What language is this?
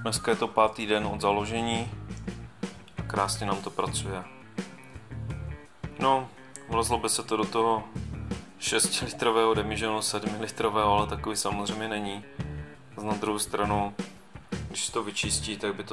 Czech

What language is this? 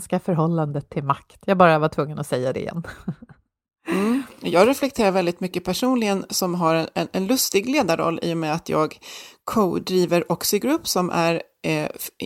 Swedish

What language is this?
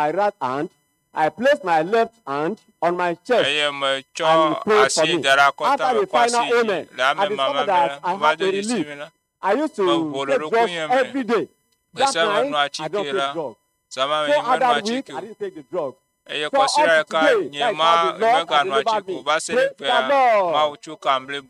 Ewe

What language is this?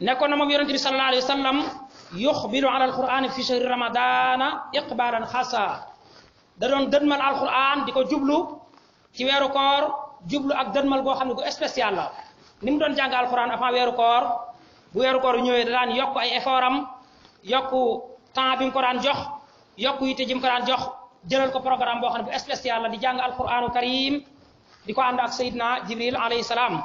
Wolof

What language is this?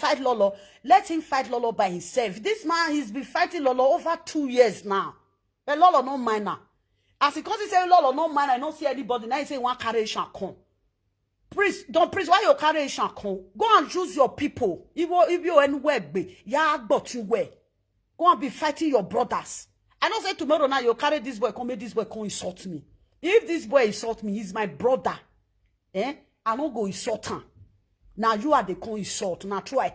Nigerian Pidgin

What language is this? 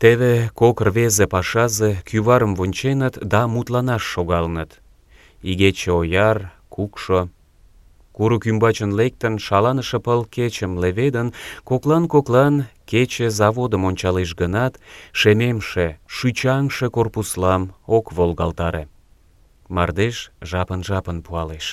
Mari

